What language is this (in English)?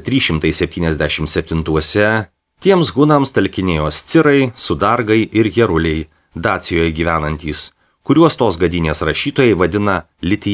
Lithuanian